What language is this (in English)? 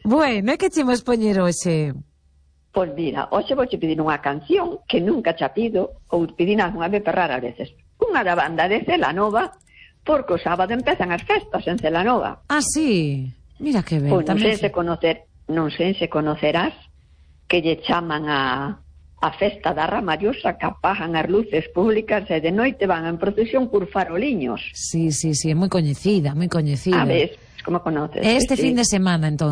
Galician